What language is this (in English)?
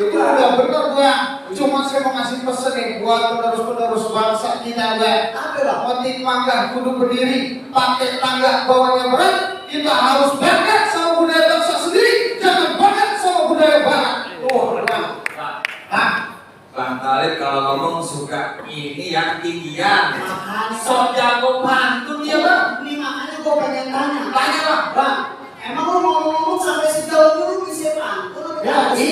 Betawi